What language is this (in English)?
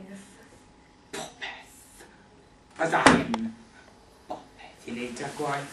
Welsh